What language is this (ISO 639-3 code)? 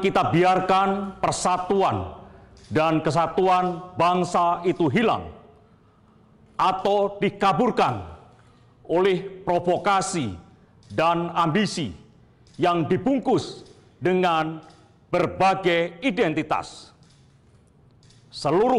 ind